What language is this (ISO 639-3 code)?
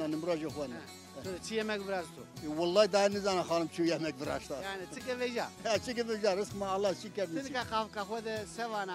zza